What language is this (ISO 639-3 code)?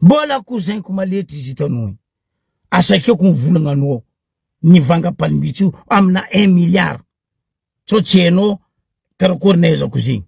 mlg